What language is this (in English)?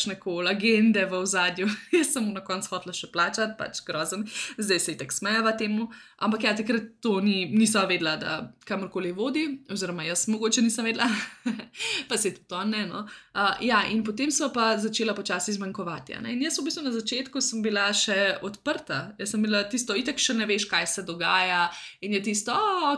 Slovenian